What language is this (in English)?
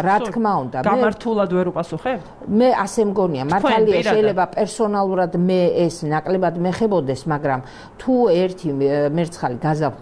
Georgian